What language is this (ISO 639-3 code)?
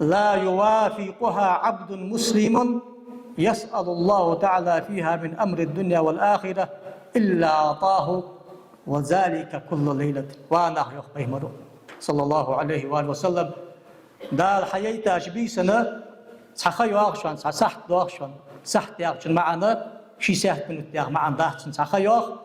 inh